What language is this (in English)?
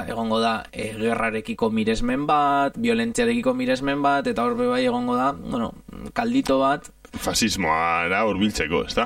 Basque